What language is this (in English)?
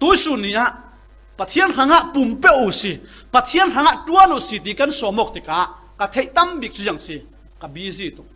Falam Chin